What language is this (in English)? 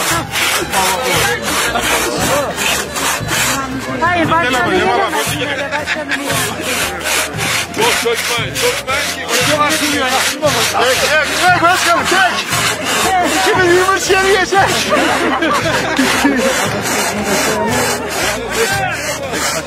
Turkish